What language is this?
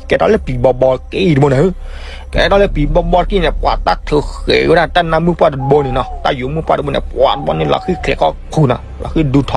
S'gaw Karen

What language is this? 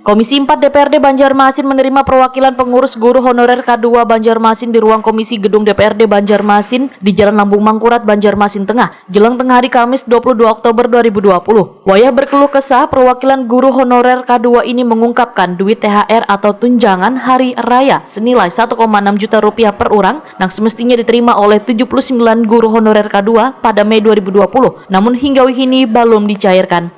Banjar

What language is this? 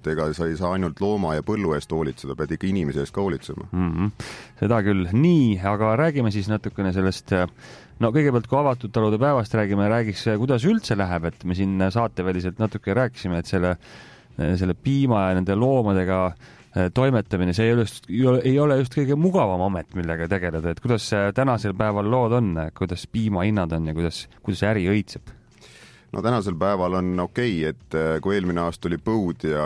Estonian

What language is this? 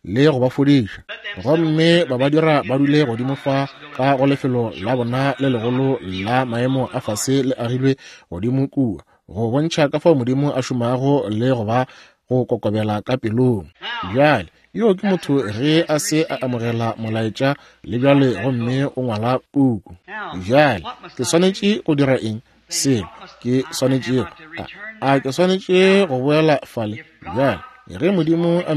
Northern Sotho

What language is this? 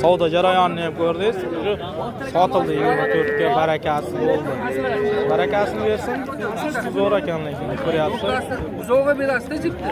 Uzbek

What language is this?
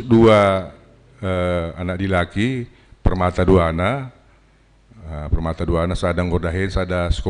Batak Karo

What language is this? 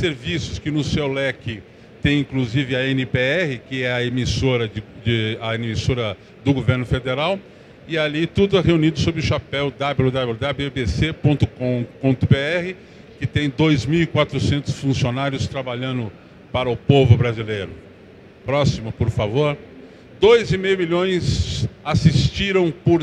Portuguese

